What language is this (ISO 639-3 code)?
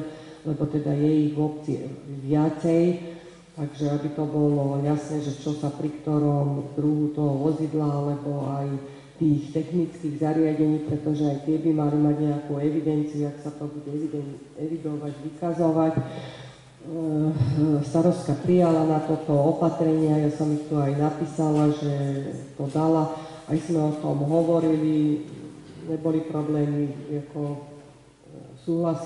slk